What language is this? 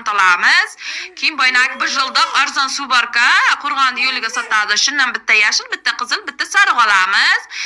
Uzbek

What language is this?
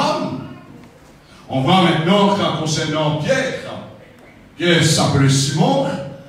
French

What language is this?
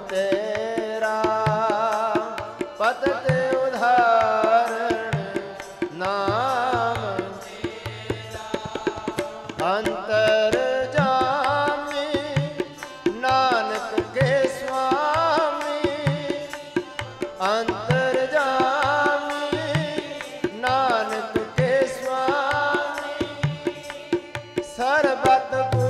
Punjabi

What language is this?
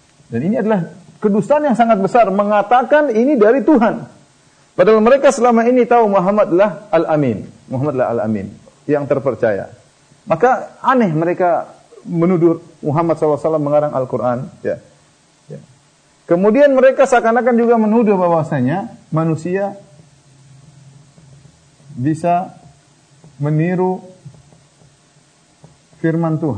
Indonesian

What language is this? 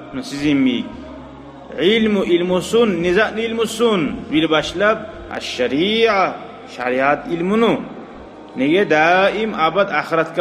Kumyk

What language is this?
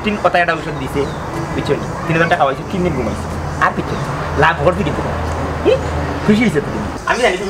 Sylheti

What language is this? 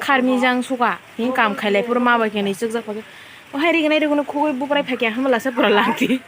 Kok Borok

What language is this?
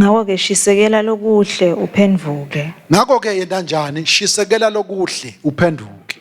Swati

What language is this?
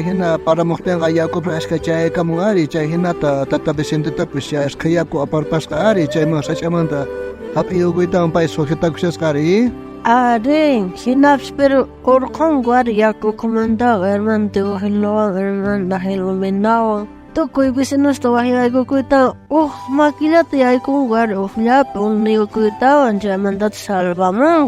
South Bolivian Quechua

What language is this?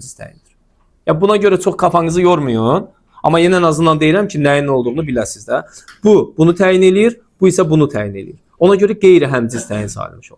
Azerbaijani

